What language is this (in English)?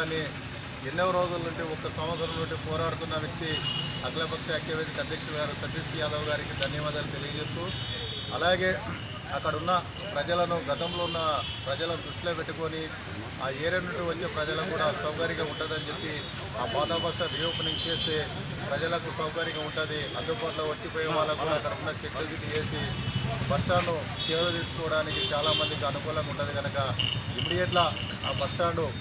Telugu